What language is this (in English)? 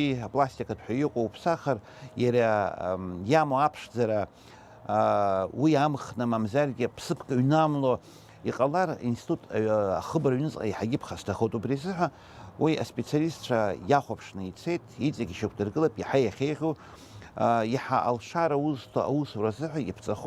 Abkhazian